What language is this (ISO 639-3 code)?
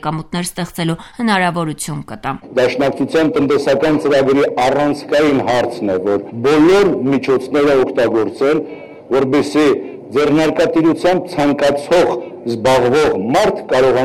hye